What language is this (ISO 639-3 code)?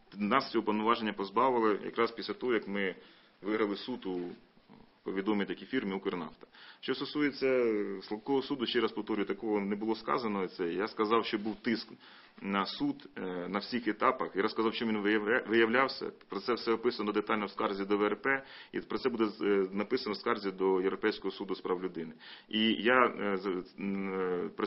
ukr